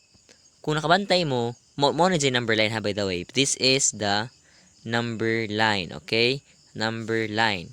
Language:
Cebuano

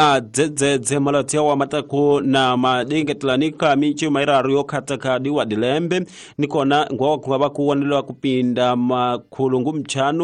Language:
Tsonga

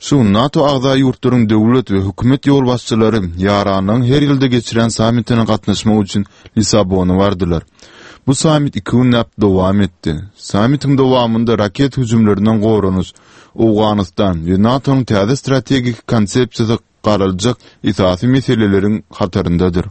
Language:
Turkmen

